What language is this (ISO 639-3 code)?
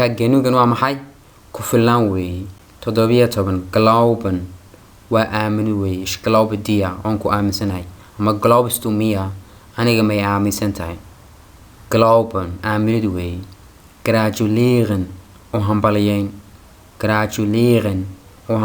som